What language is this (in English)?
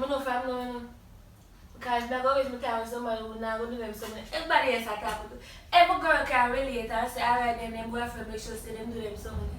Jamaican Creole English